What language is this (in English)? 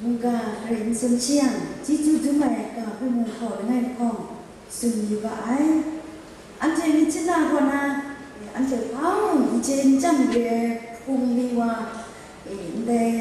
Kachin